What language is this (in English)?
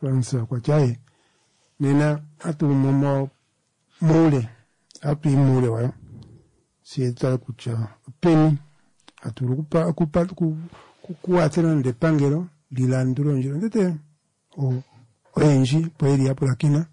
Kuanyama